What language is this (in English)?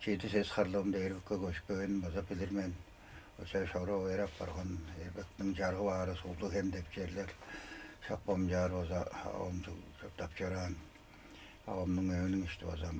Tuvinian